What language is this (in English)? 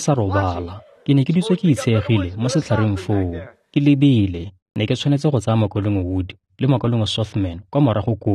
Tswana